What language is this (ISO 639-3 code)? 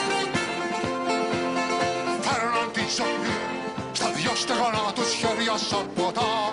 ell